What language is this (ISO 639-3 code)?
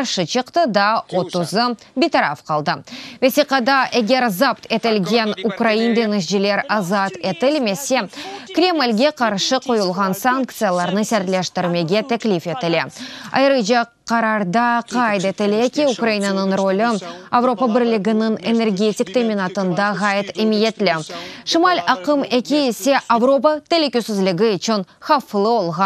crh